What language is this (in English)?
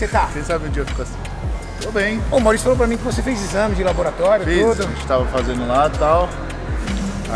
Portuguese